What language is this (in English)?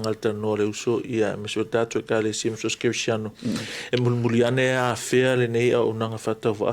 Samoan